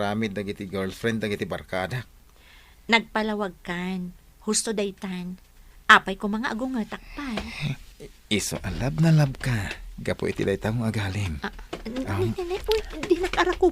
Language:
Iloko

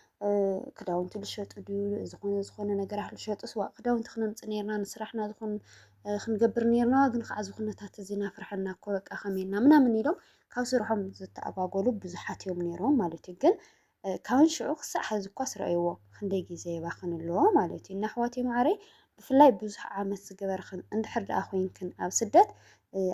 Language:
Tigrinya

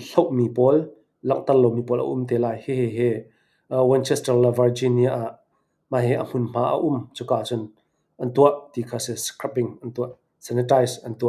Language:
Hakha Chin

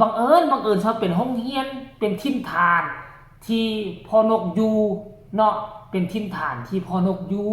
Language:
Northeastern Thai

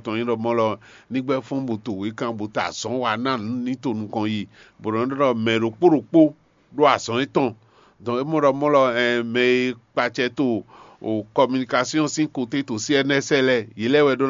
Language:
Fon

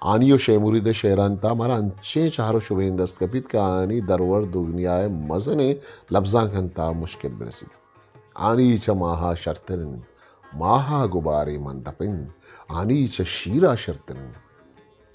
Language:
Eastern Balochi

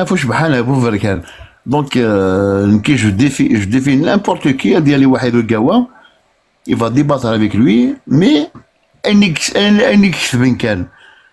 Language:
Kabyle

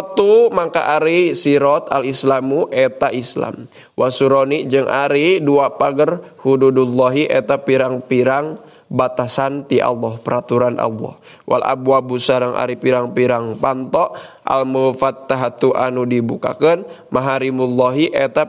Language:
Sundanese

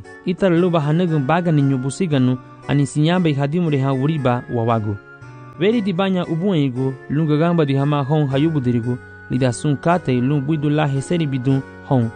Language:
Garifuna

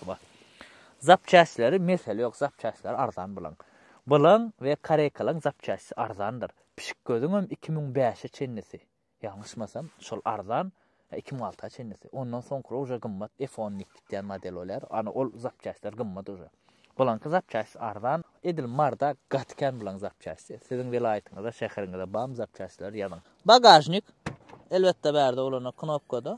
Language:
Turkmen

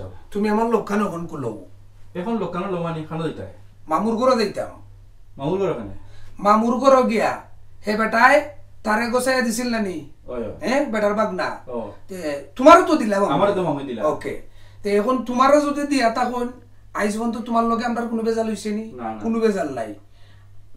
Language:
Sylheti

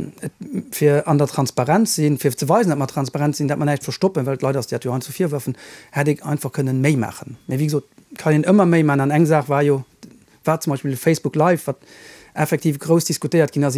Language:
Luxembourgish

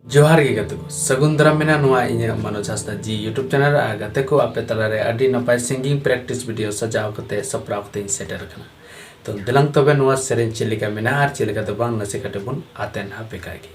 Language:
Santali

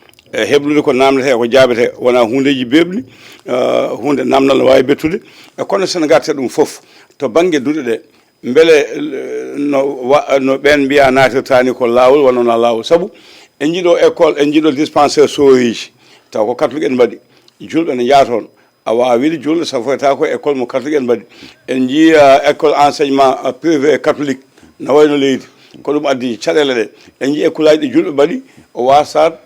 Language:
Fula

